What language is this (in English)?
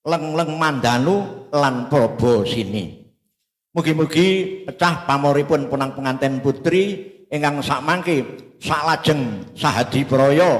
Javanese